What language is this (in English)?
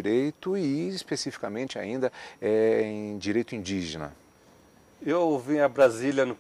Portuguese